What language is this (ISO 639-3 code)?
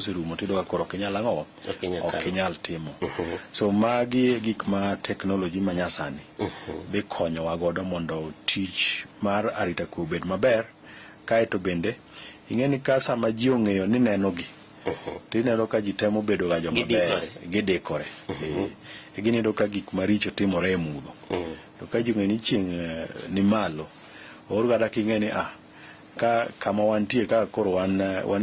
luo